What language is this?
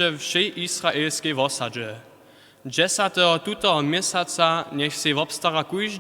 Upper Sorbian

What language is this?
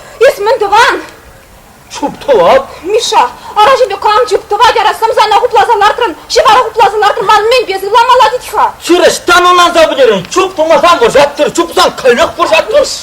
Chuvash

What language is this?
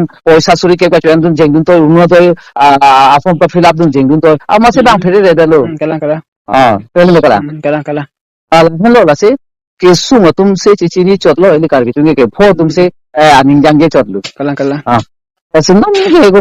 Karbi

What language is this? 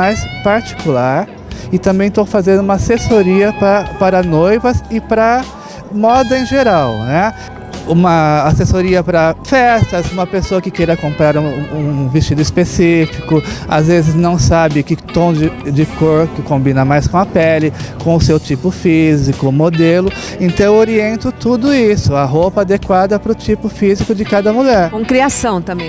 Portuguese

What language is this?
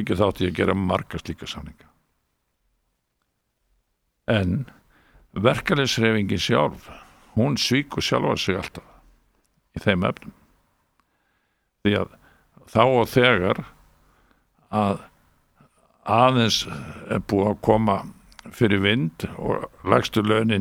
Icelandic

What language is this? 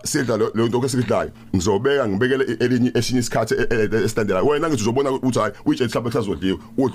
Zulu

